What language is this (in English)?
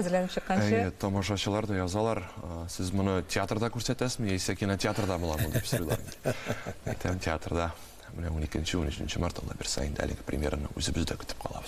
Tatar